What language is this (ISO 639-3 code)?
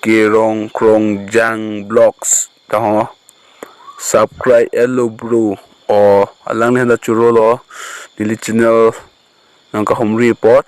mjw